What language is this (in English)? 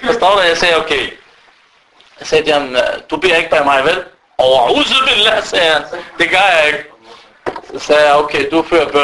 Danish